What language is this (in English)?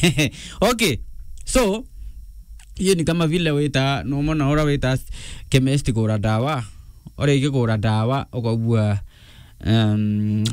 Meru